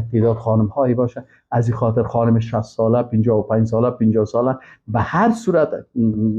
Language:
Persian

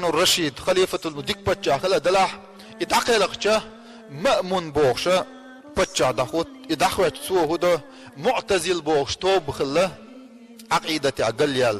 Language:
Chechen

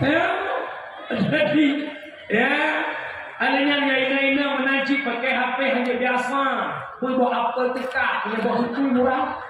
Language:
Achinese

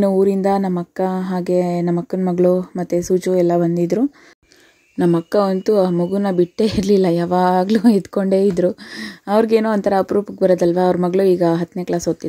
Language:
Kannada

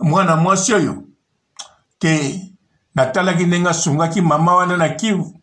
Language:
Lingala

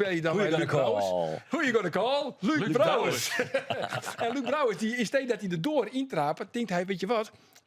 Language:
Western Frisian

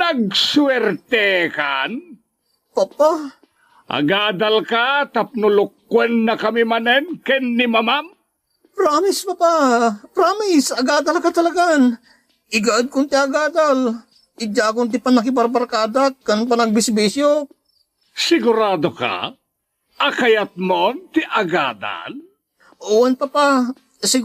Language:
Iloko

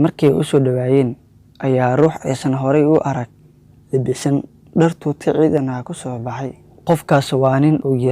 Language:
Somali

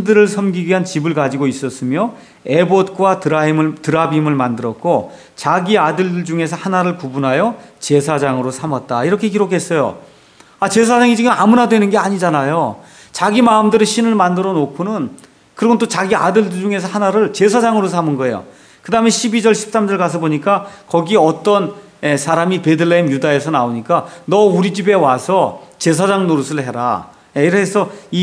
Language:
Korean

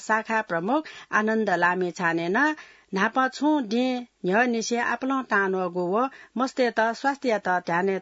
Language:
Newari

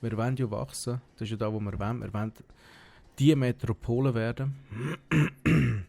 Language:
Swiss German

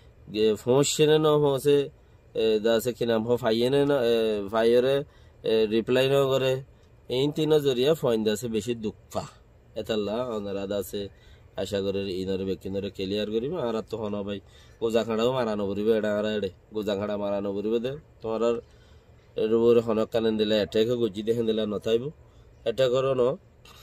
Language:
Rohingya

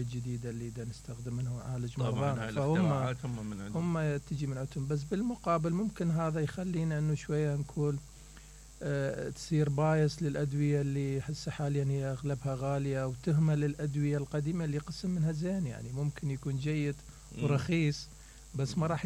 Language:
Mesopotamian Arabic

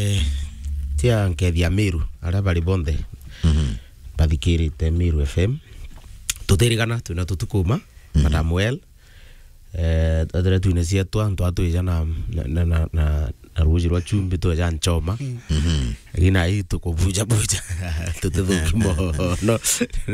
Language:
Meru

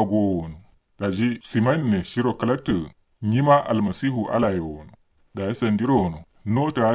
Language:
Kanuri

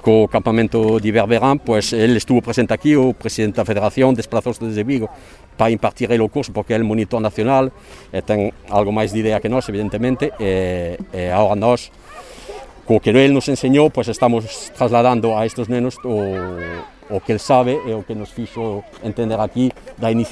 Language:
Galician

